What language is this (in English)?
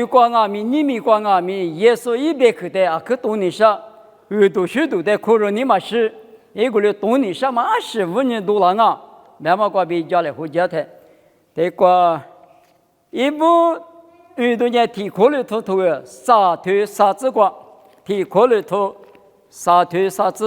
Lisu